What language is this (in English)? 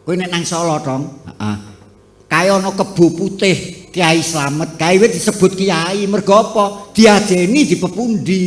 Javanese